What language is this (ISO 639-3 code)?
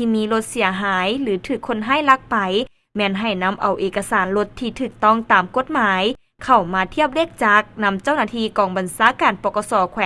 lao